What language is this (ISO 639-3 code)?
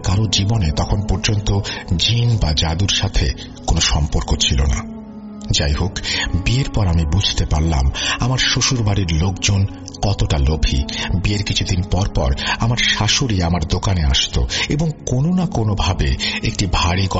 ben